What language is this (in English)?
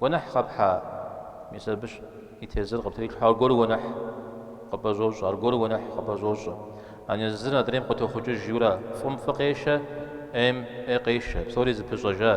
Kabardian